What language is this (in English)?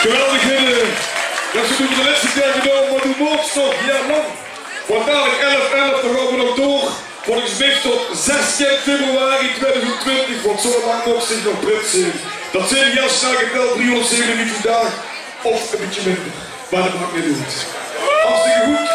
Limburgish